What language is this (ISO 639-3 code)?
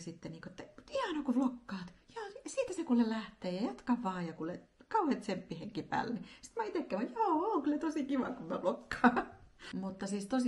fin